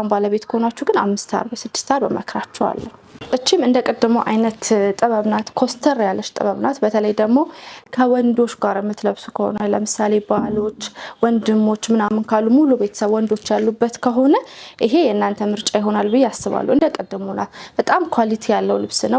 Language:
Amharic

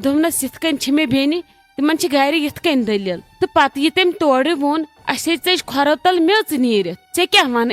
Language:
Kashmiri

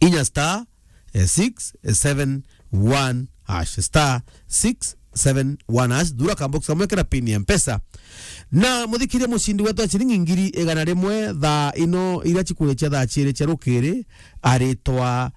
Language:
Meru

